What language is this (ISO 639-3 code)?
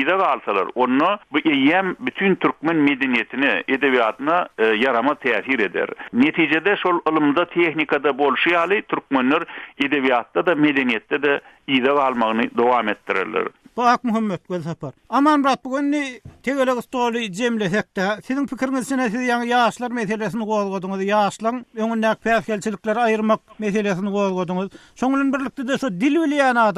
tuk